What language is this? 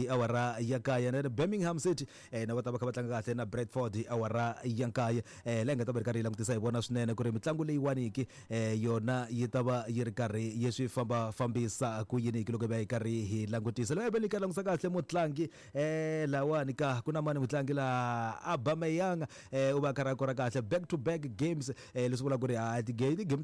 Tsonga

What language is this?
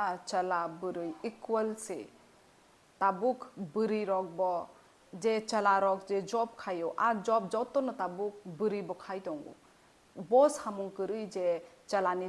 Kok Borok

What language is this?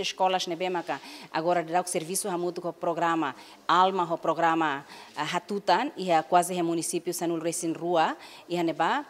Tetum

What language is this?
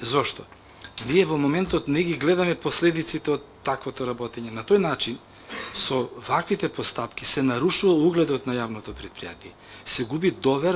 Macedonian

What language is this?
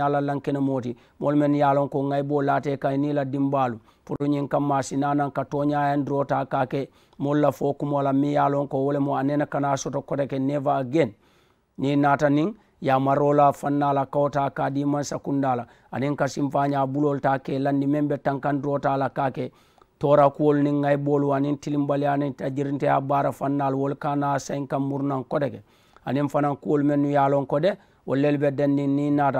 Mandingo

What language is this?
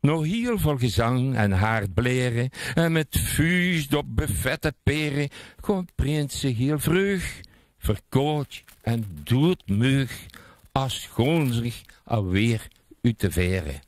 Limburgish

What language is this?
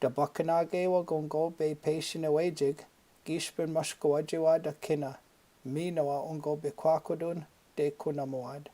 Chippewa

